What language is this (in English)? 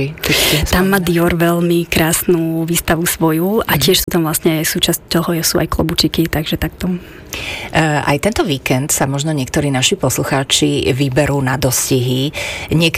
Slovak